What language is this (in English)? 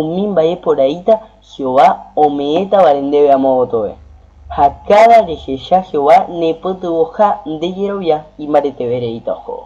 Guarani